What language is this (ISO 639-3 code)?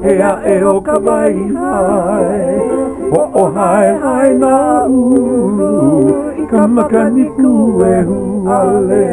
haw